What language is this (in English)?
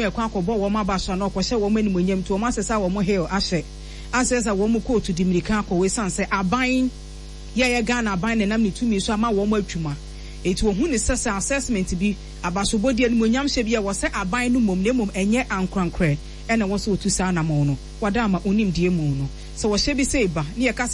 Akan